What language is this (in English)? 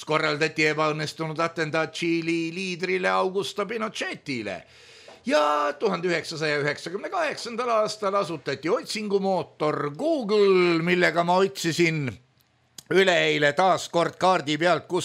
Estonian